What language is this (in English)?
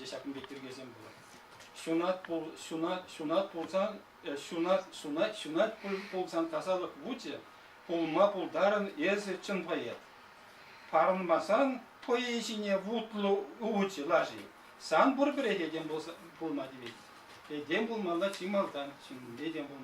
Chuvash